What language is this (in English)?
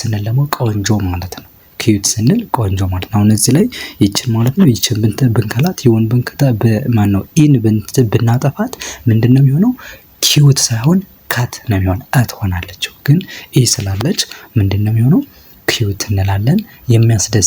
Amharic